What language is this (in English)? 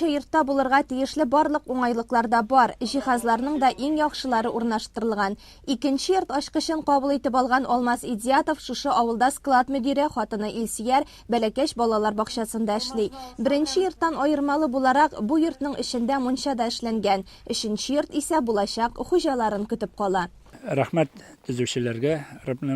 Tatar